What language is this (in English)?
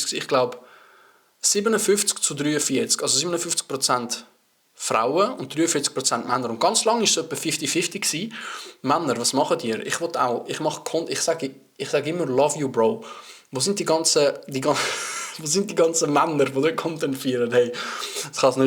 Swiss German